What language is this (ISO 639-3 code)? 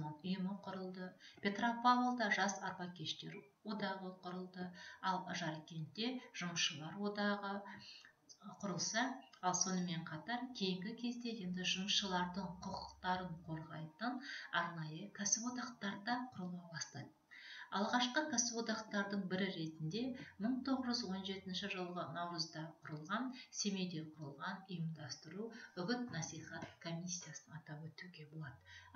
kaz